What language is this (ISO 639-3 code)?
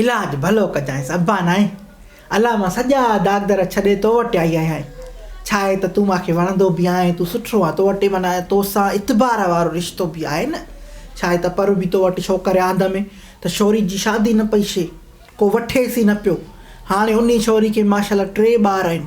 snd